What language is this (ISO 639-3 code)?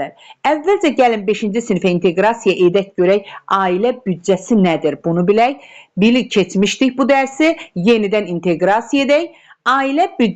aze